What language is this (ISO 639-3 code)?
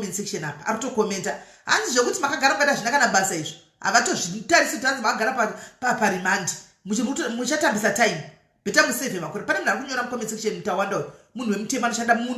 sna